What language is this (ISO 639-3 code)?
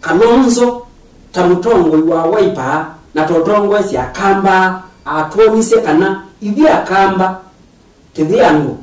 kam